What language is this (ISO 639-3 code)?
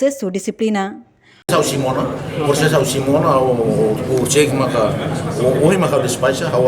tet